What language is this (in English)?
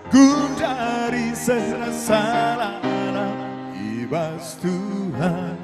Batak Karo